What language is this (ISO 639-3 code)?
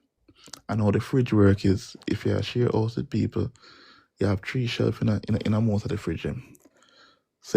jam